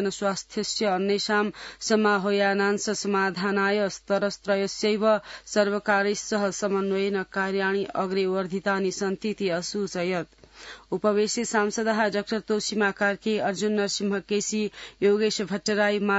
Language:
Sanskrit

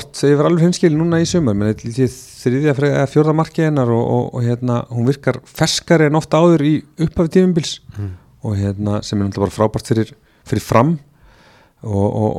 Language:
Icelandic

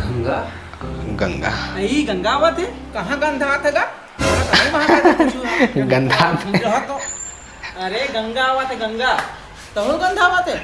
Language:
Chhattisgarhi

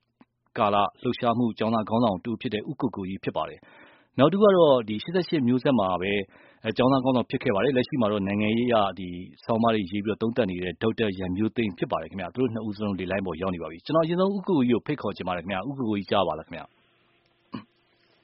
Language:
Burmese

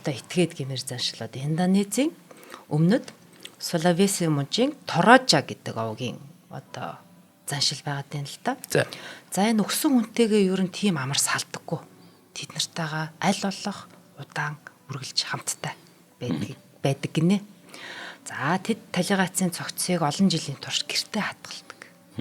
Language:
Mongolian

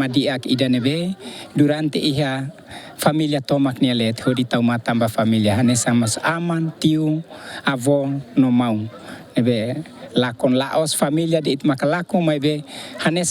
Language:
Tetum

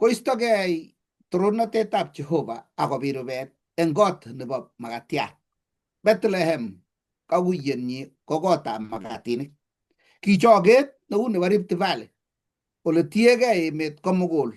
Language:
Kalenjin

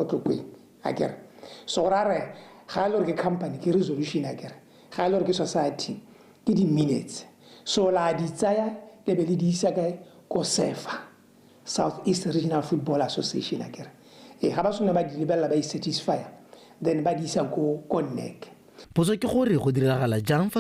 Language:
Tswana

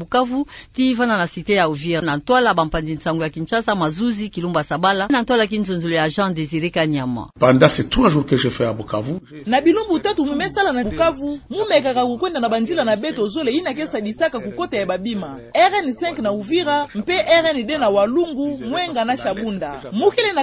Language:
Kituba (Democratic Republic of Congo)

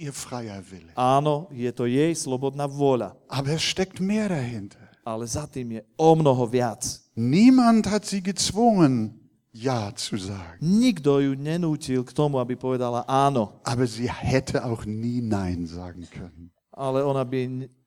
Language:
Slovak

